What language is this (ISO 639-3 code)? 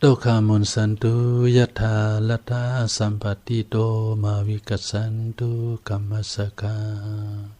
shn